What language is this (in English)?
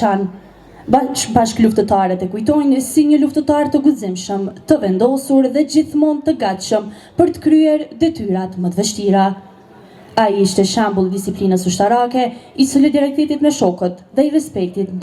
Albanian